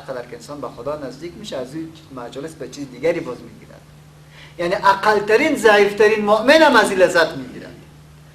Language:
Persian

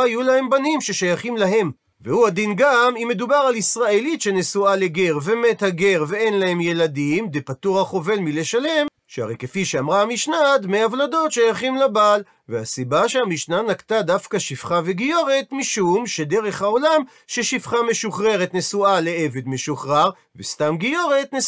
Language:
Hebrew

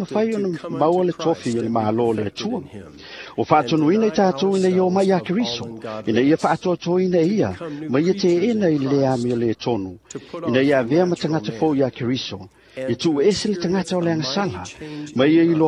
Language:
Samoan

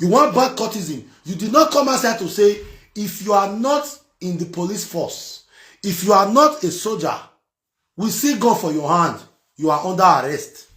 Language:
Nigerian Pidgin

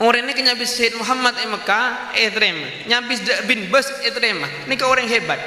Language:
Madurese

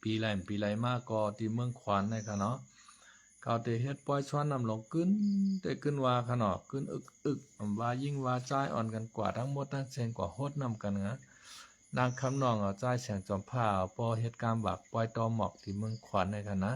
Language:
Shan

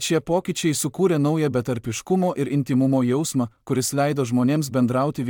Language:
Lithuanian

